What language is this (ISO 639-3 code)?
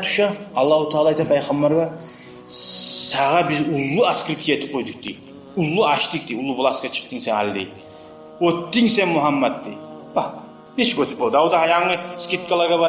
kum